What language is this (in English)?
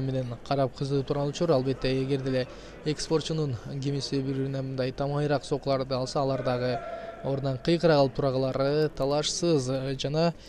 Kyrgyz